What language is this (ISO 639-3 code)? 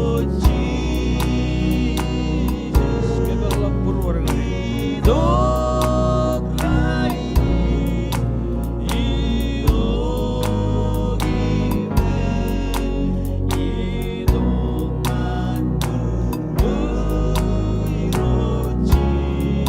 mah